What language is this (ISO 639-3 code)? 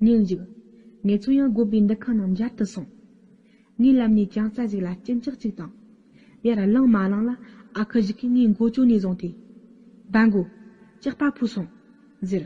bod